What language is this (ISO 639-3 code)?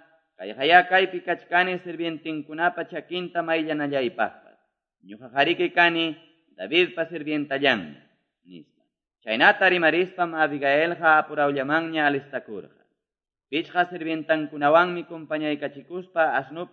que